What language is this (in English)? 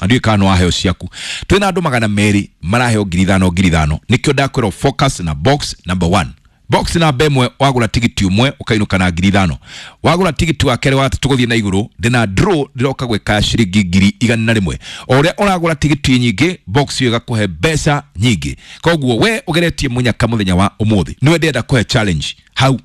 Kikuyu